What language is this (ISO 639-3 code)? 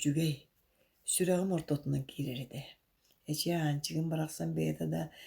sah